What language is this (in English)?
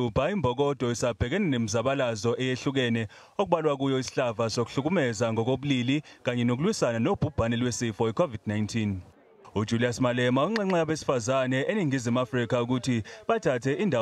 Zulu